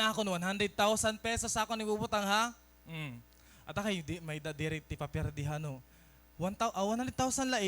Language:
Waray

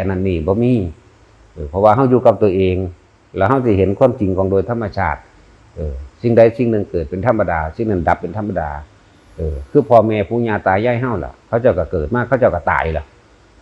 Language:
Northeastern Thai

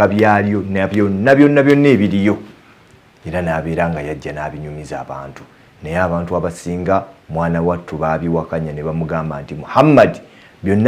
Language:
Ganda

